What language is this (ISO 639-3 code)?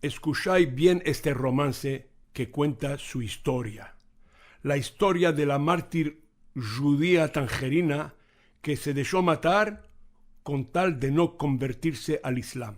lad